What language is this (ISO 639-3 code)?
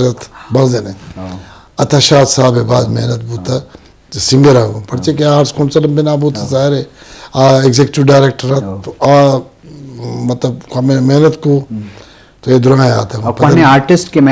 bgp